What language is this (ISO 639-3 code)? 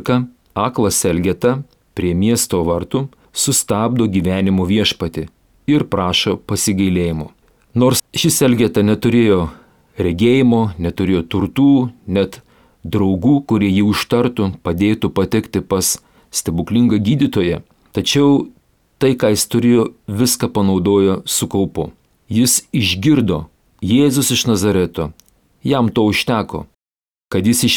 lit